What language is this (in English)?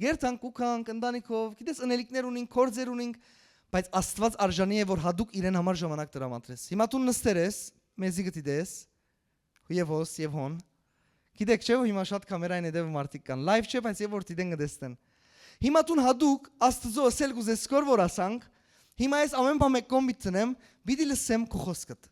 Western Armenian